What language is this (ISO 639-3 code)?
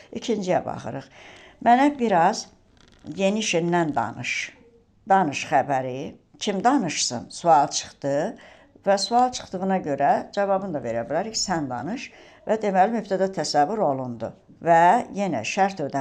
aze